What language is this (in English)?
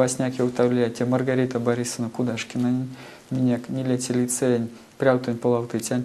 Erzya